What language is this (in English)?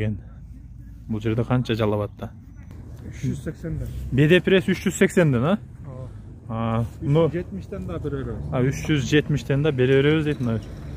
Kyrgyz